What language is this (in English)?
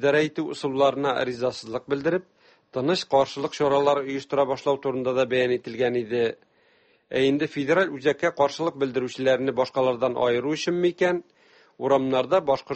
Tatar